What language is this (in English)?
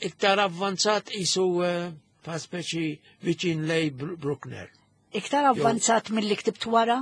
Maltese